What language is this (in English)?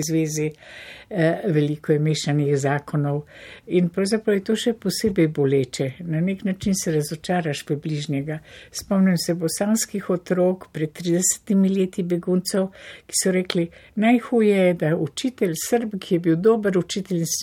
Slovenian